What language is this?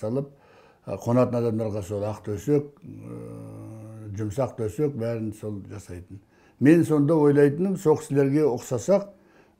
Kazakh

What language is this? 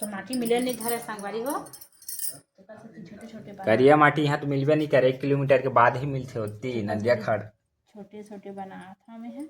Chhattisgarhi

